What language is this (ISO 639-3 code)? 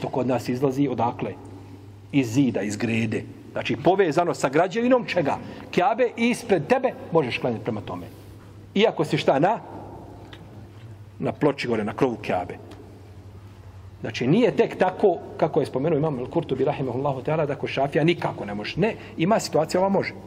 bos